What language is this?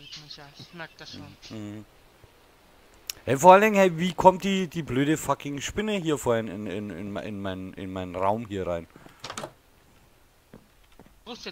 German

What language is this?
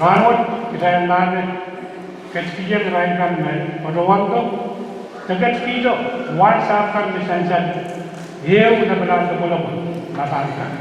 Pohnpeian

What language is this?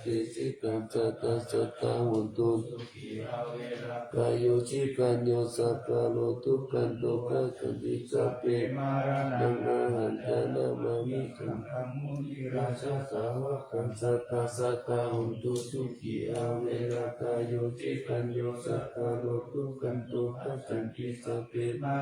Pali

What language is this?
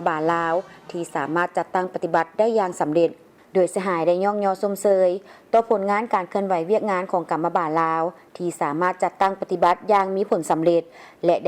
Lao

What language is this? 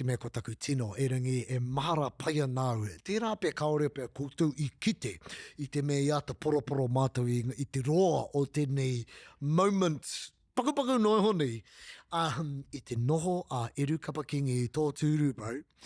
Māori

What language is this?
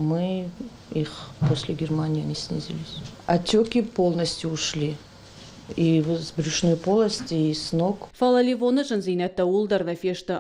Ossetic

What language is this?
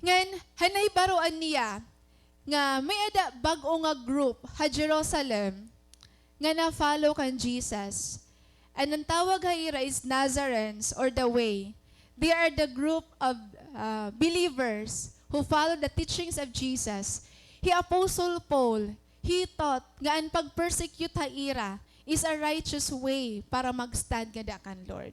Waray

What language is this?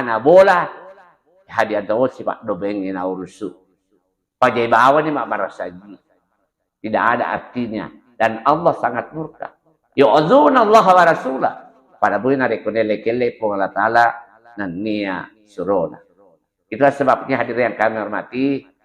Buginese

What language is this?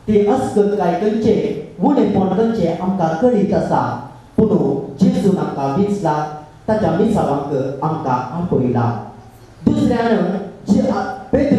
Konkani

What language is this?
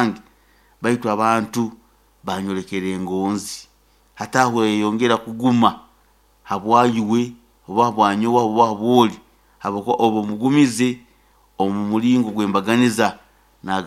Nyoro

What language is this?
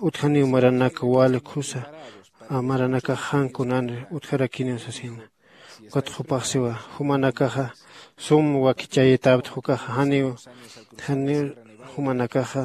Aymara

